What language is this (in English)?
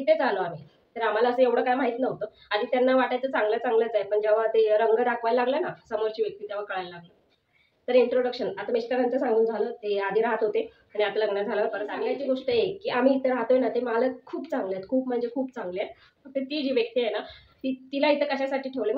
Marathi